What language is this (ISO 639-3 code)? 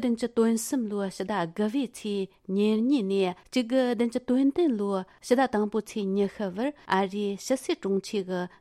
bod